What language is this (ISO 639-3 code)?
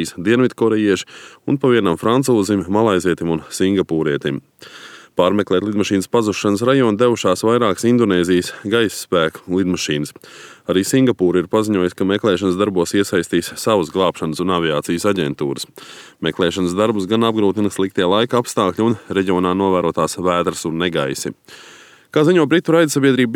lav